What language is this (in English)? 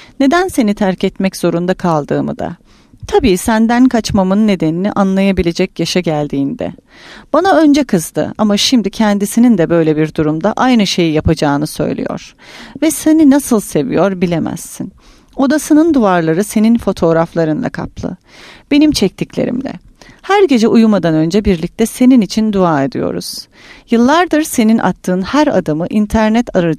Turkish